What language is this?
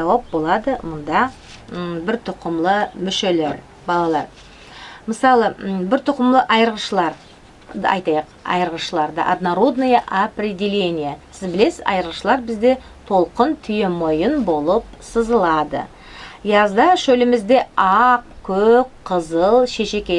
Nogai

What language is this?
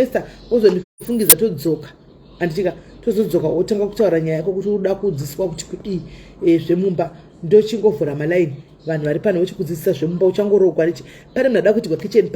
Shona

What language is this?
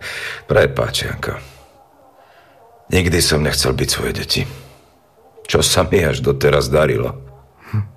Slovak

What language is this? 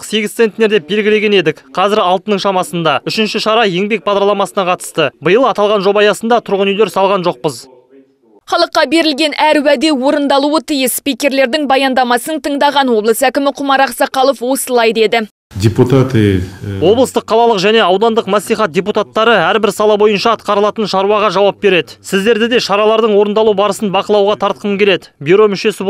Kazakh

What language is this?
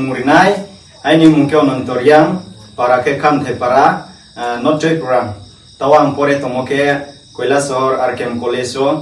Riang (India)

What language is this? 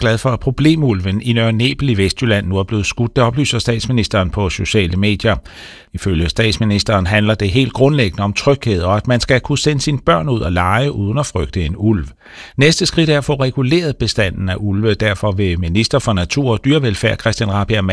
Danish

